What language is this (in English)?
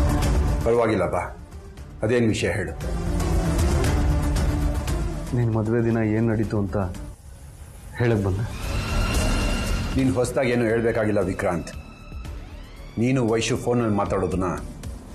Kannada